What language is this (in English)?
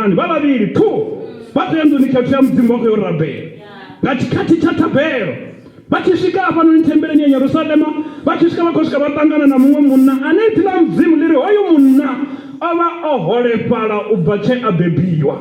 Venda